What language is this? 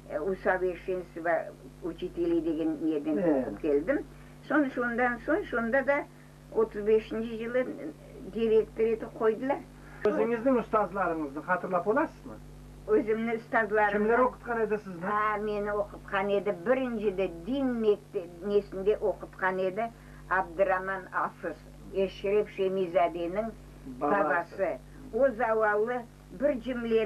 Crimean Tatar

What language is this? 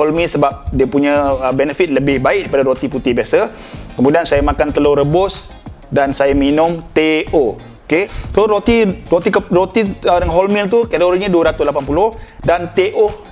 Malay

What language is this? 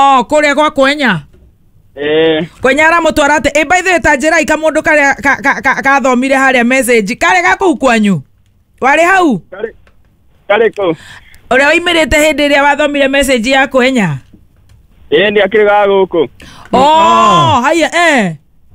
Kikuyu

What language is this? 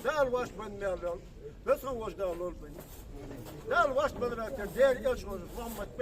Ingush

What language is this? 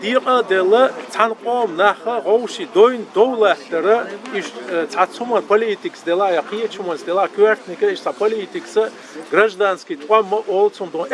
Chechen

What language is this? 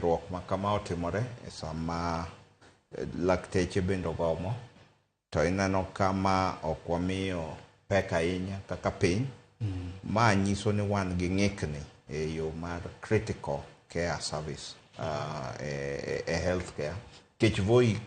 Luo (Kenya and Tanzania)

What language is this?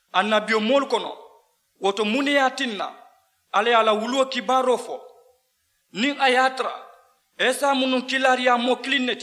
Mandingo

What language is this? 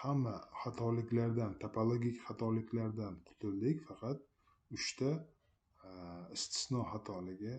Uzbek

